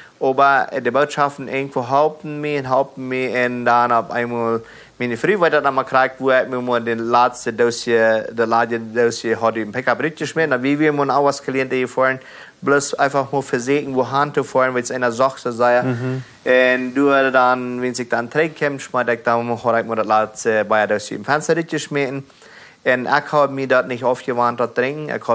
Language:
Plautdietsch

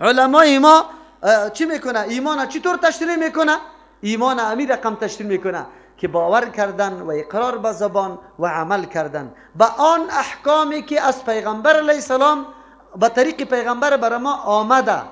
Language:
Persian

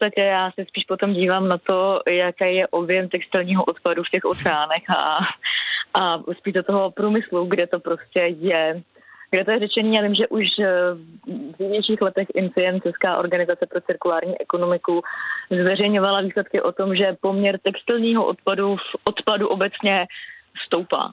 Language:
Czech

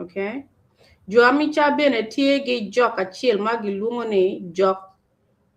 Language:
Acoli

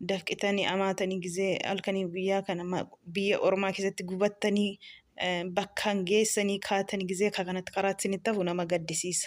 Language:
Oromo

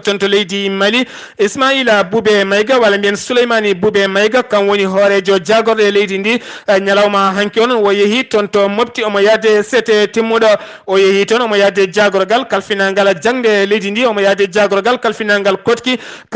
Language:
Fula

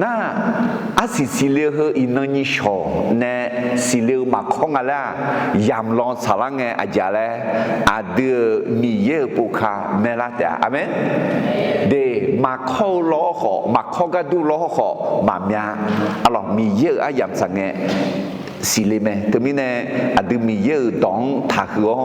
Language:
Akha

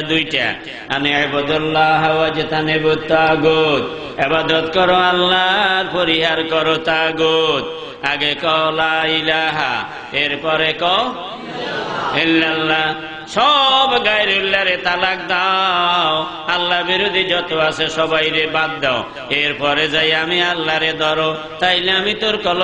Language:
Bangla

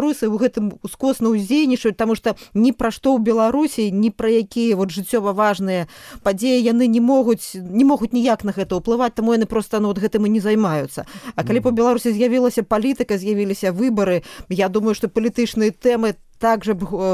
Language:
Belarusian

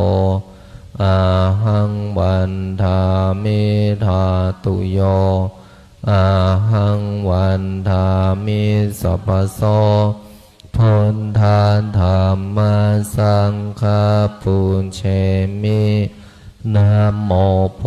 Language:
Pali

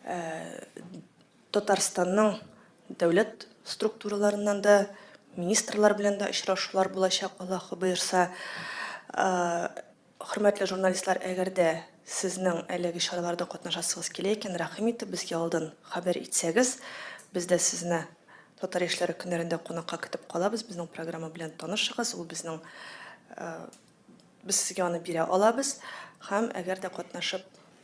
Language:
Tatar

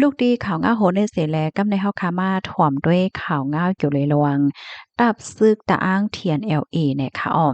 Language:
Shan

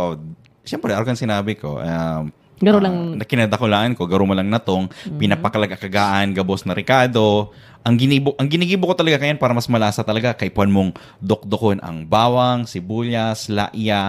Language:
Bikol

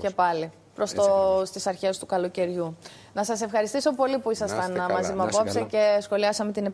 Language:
Greek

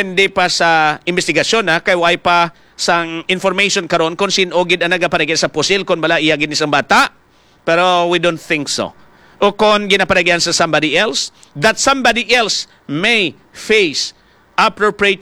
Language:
Hiligaynon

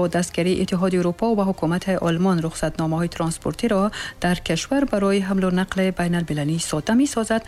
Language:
Tajik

